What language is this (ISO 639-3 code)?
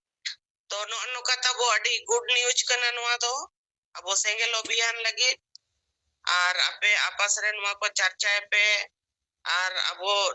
sat